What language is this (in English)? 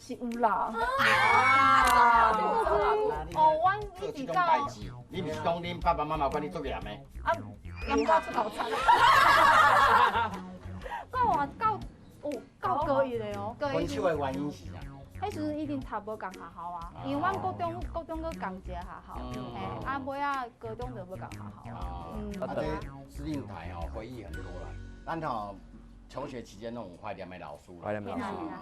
Min Nan Chinese